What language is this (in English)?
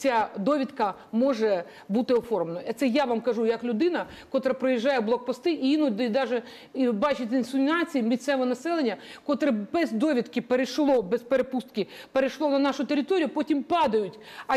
Ukrainian